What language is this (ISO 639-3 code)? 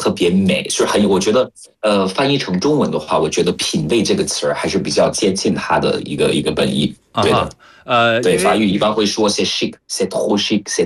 zho